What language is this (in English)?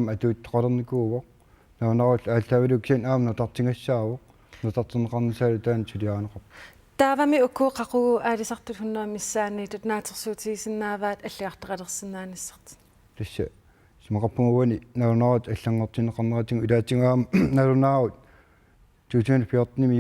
Kalaallisut